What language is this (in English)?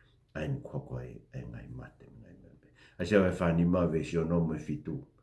Tongan